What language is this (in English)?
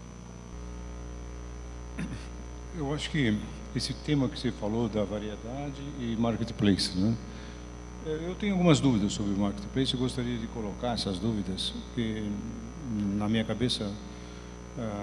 Portuguese